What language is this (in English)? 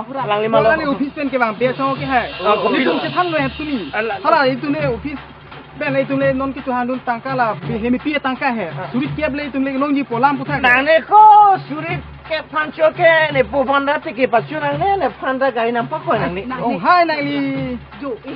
Karbi